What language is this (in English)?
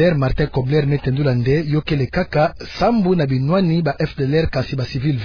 Kituba (Democratic Republic of Congo)